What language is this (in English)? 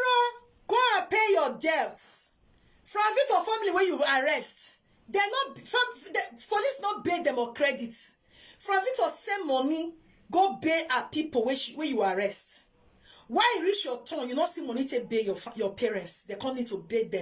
Nigerian Pidgin